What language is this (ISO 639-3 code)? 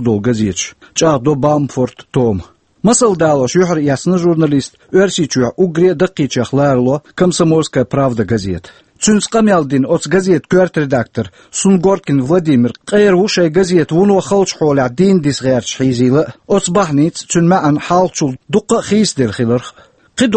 che